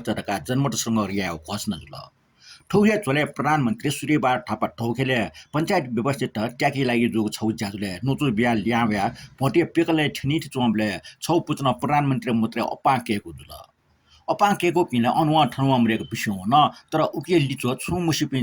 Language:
Newari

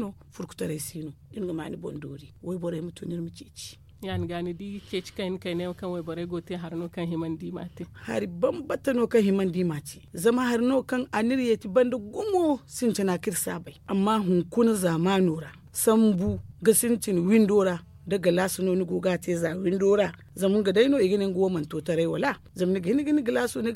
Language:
Zarma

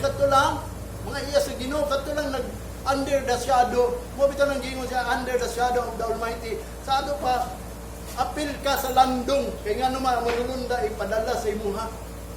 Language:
Cebuano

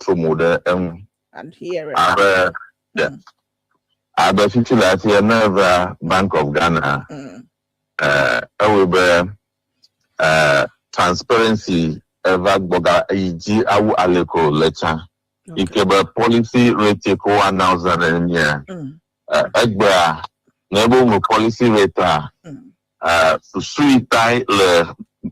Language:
Ewe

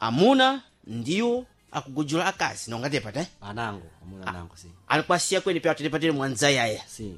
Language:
Sena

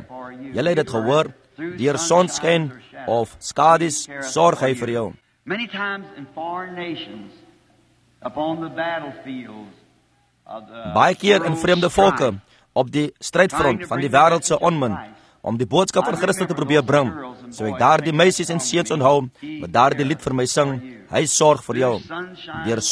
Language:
Afrikaans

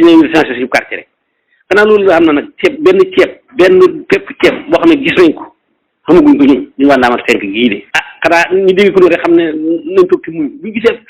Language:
Wolof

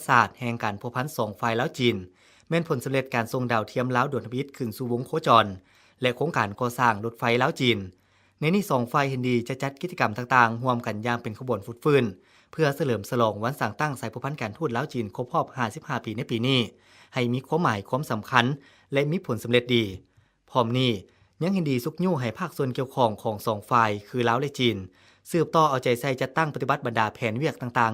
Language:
Lao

